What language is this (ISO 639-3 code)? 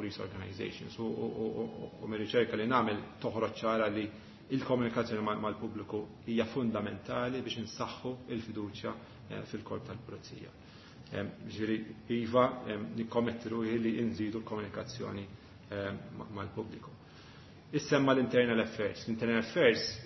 mlt